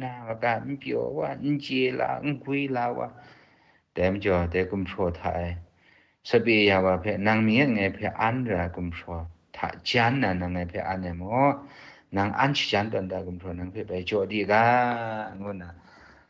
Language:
Kachin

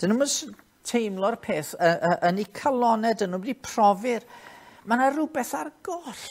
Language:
Welsh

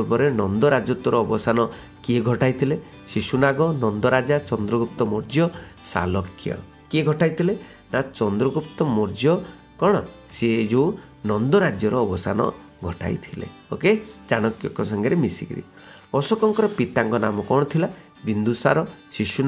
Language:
Odia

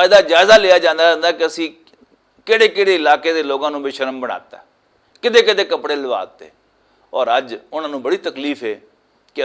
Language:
Western Panjabi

